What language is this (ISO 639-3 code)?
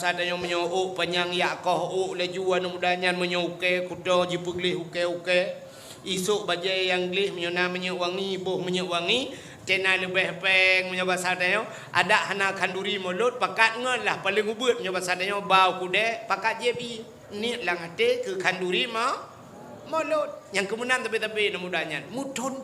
ace